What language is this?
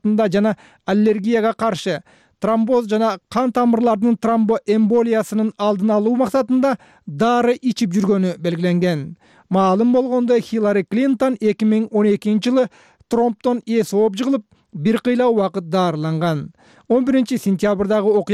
Kyrgyz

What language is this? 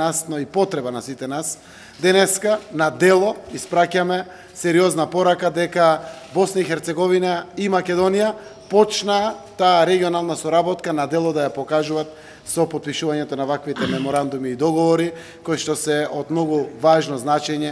Macedonian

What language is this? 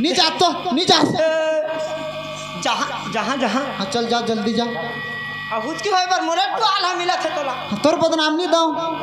Chhattisgarhi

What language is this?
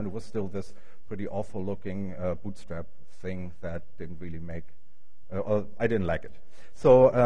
English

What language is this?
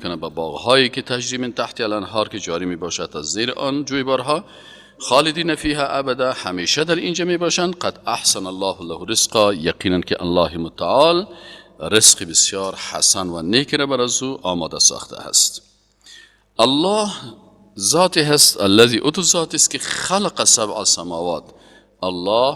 Persian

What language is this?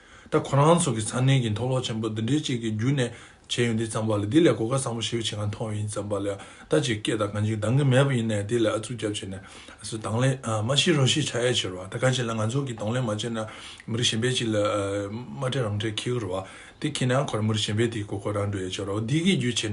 Tibetan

